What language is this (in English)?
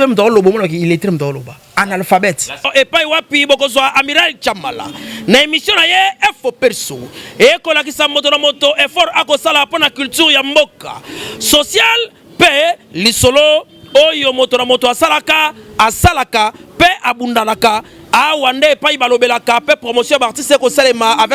Lingala